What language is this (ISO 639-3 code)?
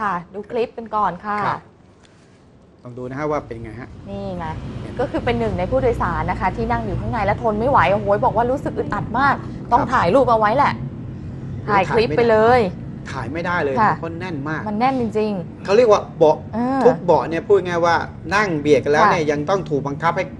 tha